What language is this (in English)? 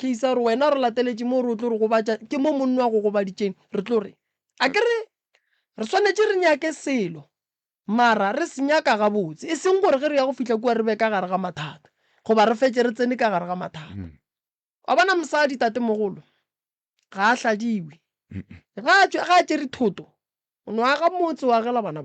Northern Sotho